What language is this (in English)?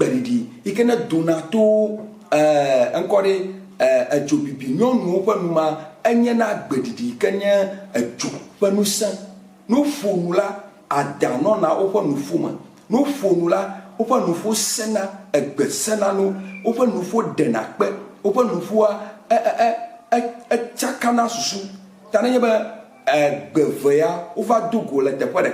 Ewe